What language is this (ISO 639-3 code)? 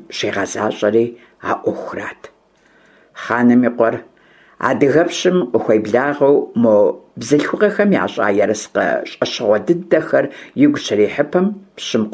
kbd